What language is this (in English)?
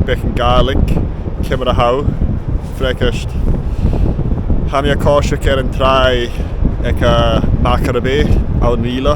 Scottish Gaelic